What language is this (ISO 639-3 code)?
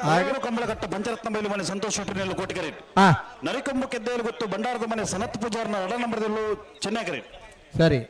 tcy